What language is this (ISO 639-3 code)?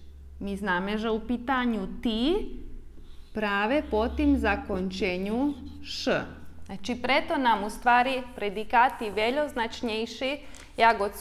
rue